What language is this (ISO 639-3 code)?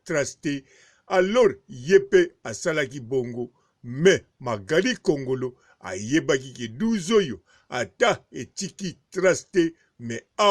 lin